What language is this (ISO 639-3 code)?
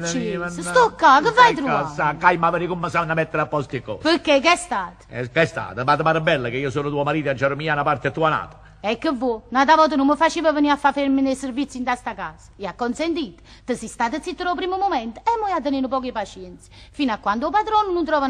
nap